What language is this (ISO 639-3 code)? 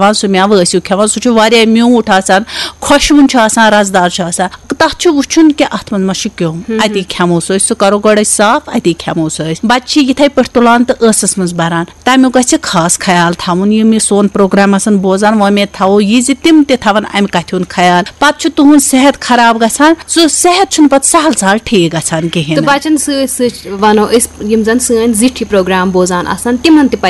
kas